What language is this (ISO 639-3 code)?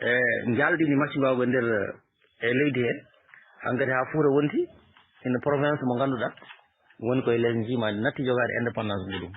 ful